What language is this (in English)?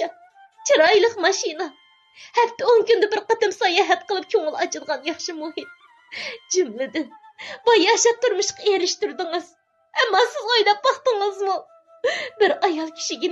Uyghur